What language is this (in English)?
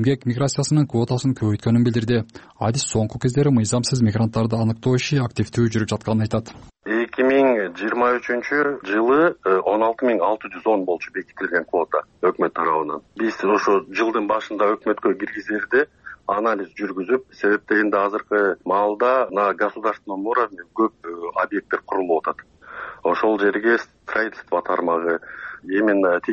Kyrgyz